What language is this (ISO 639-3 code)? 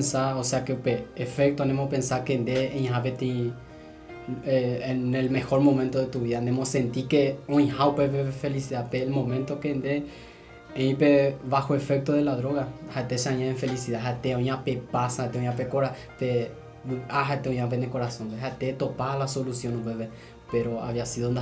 grn